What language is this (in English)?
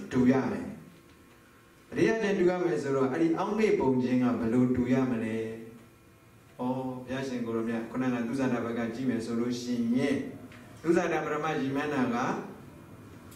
Burmese